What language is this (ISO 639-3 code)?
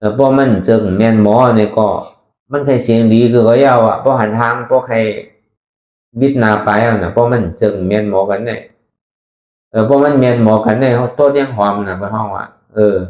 shn